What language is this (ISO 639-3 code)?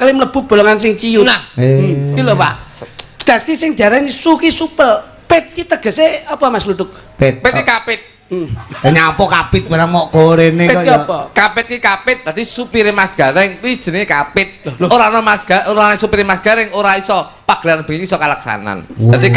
jav